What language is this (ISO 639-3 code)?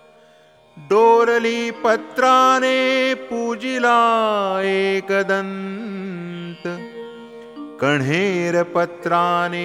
mar